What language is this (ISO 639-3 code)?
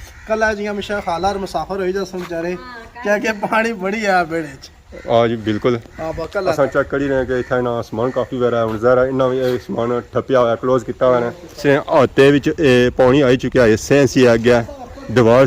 phr